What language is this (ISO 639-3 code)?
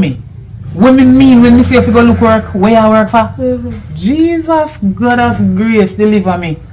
jam